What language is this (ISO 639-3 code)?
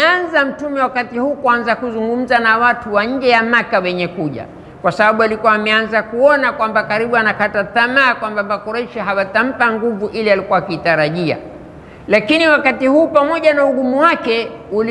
swa